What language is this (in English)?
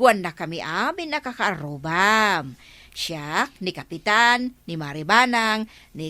Iloko